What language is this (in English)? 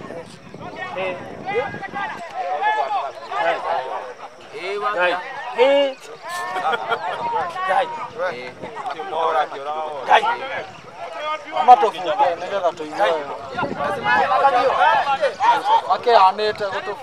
Swahili